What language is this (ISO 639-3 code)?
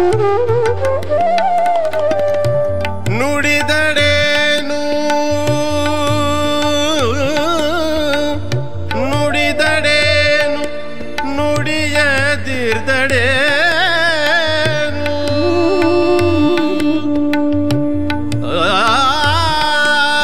kan